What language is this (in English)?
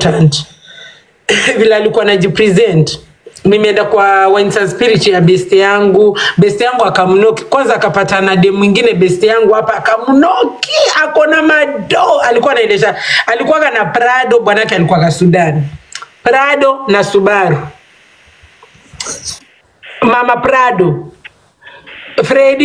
Swahili